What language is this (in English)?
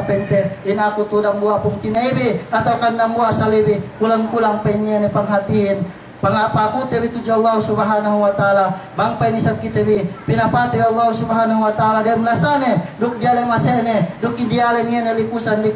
Yakan